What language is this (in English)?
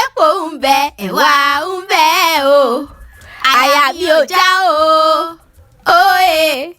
Yoruba